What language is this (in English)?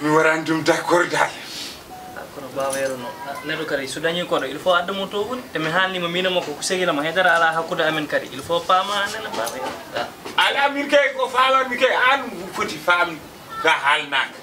Fula